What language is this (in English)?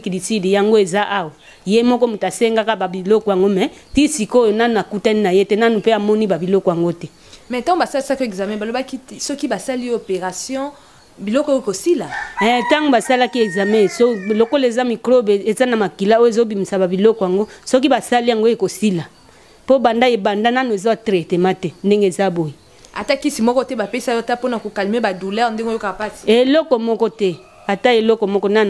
Lingala